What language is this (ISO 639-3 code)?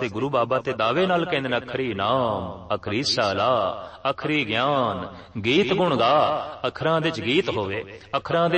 pan